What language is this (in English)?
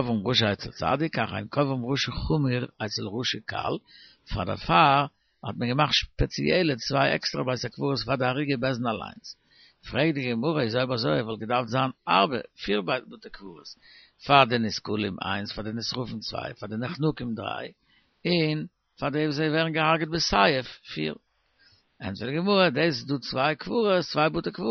Yiddish